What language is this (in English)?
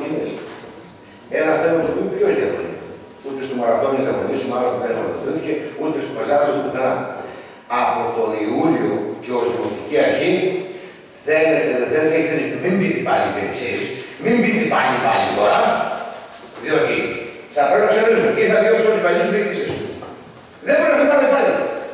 Greek